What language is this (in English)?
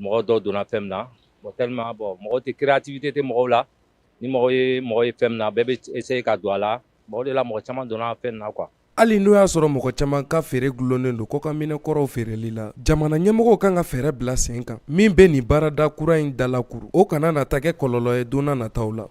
Bambara